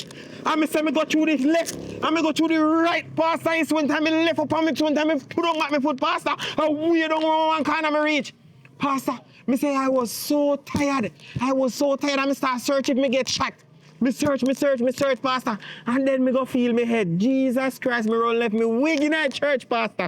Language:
Jamaican Creole English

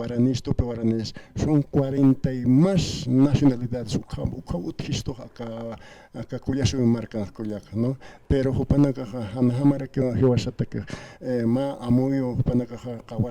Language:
Aymara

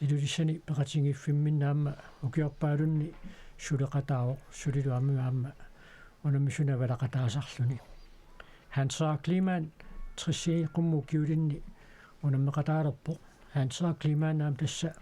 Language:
Kalaallisut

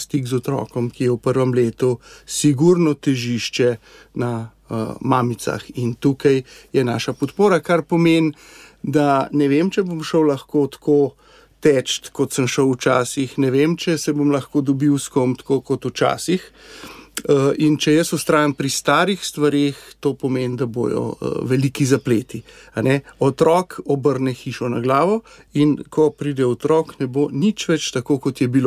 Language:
Slovenian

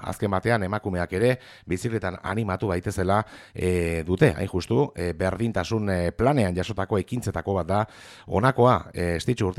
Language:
Basque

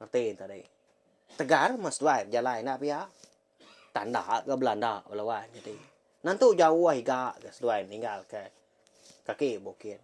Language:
Iban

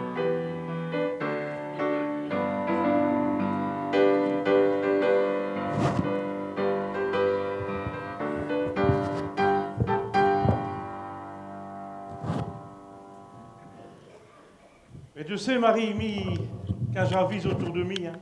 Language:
Picard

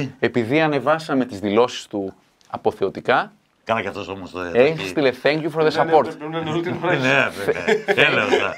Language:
Greek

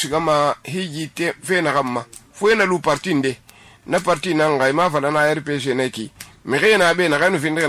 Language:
Susu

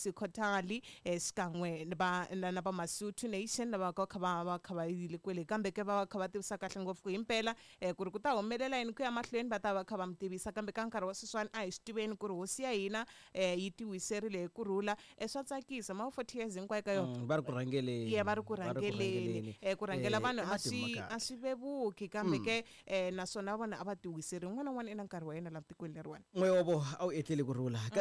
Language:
Tsonga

